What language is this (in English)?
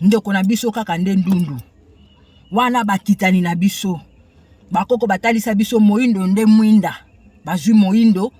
Lingala